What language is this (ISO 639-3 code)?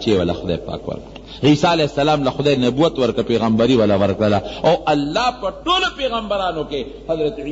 pus